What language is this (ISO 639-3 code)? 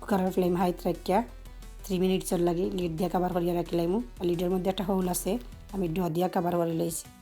syl